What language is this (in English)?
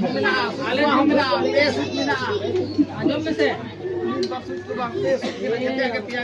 Santali